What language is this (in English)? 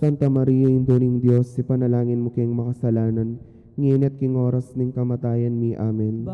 Pampanga